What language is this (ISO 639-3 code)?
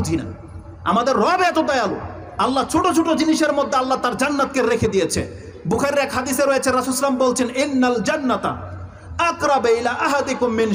ben